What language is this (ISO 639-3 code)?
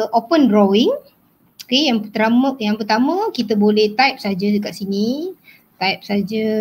msa